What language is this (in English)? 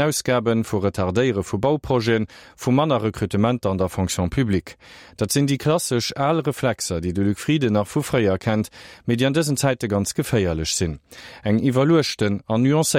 Luxembourgish